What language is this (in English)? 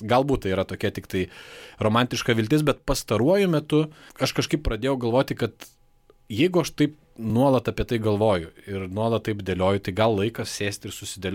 Lithuanian